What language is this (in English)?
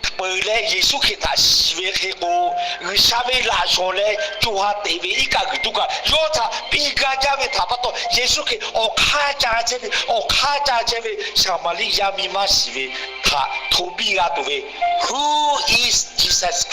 Lahu